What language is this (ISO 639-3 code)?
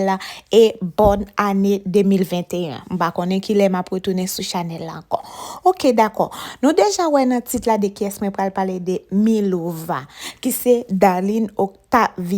hat